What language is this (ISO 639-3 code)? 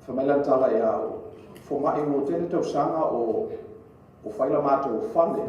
smo